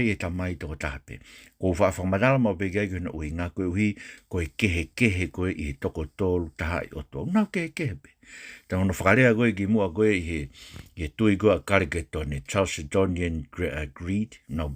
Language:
Tongan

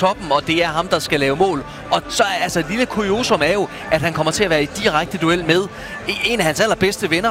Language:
Danish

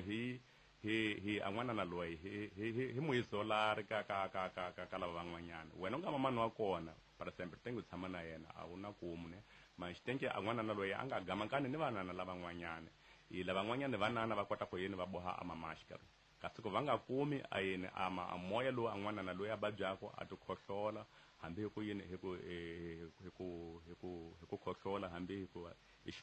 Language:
Tsonga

